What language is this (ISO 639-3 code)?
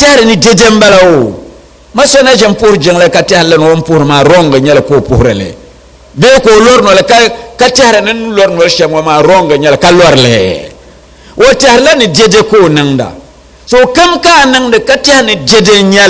dag